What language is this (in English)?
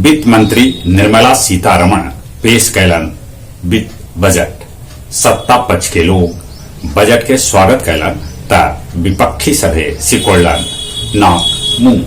Magahi